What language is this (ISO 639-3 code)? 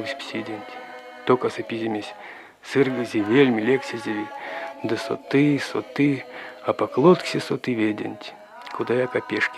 myv